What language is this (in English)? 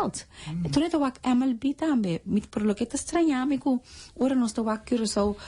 Papiamento